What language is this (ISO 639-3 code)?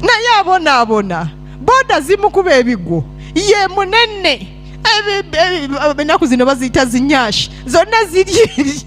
lug